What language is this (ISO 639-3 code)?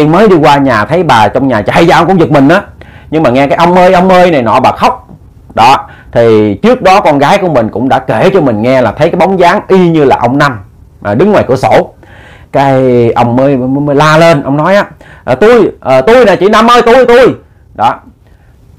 vie